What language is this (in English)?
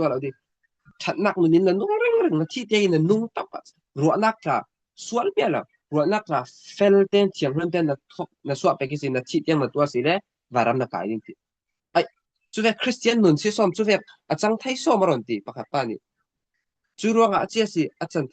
Falam Chin